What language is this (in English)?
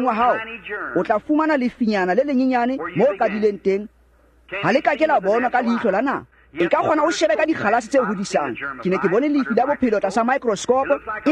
Tswana